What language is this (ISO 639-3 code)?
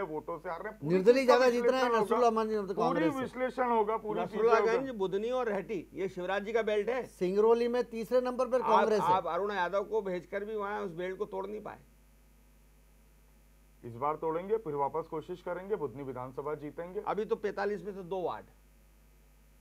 hin